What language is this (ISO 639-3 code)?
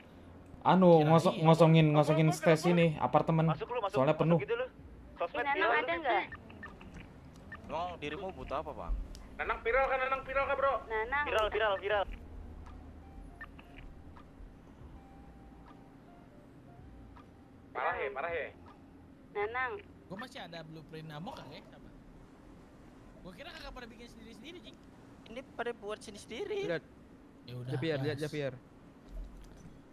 ind